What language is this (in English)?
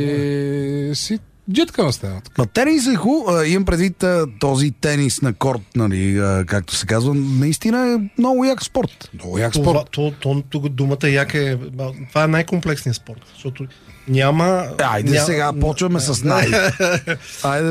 Bulgarian